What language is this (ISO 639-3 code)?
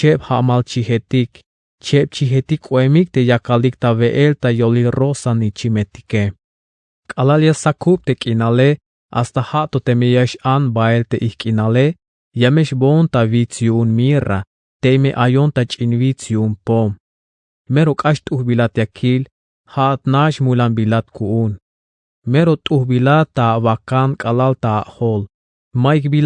tzh